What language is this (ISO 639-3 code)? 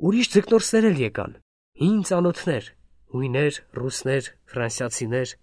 hye